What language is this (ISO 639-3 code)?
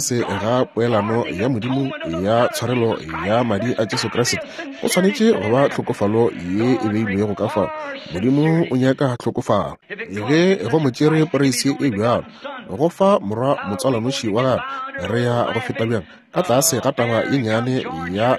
nso